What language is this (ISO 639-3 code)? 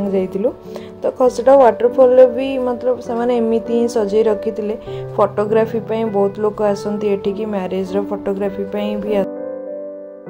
ori